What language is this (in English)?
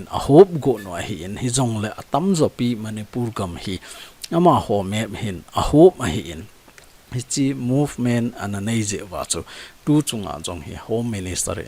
Thado Chin